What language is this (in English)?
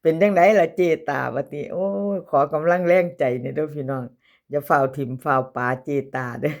Northeastern Thai